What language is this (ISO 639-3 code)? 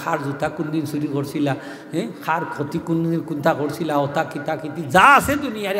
syl